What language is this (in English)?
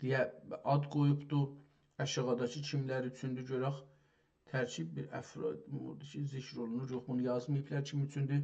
South Azerbaijani